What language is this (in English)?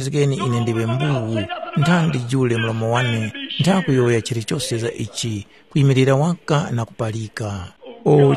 Tumbuka